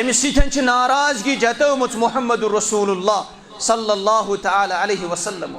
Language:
Kashmiri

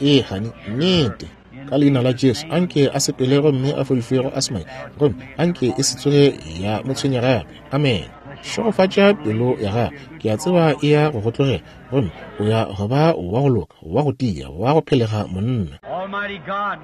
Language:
Northern Sotho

